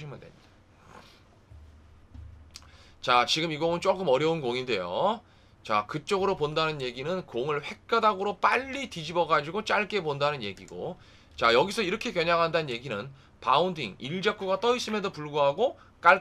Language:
Korean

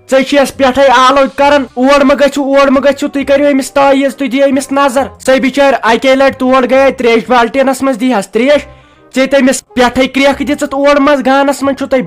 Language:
Kashmiri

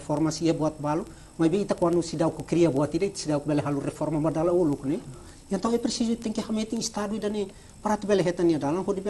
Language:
Tetum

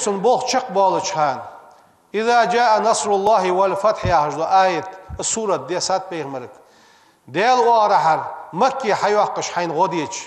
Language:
Ingush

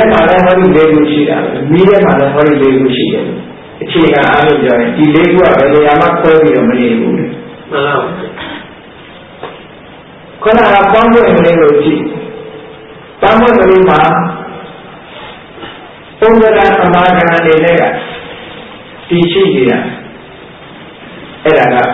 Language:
Burmese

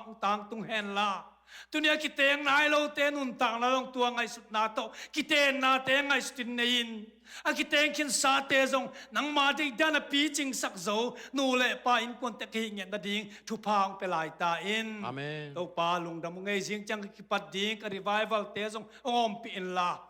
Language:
Tedim Chin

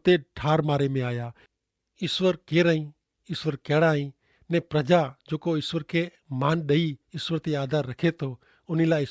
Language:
Kachhi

